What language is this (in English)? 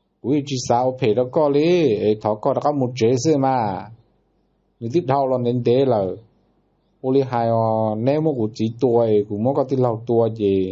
Hmong